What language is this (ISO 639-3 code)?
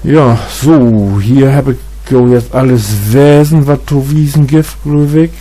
nds